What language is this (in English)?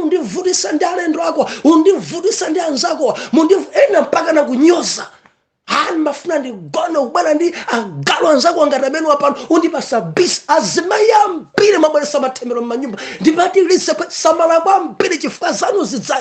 Nyanja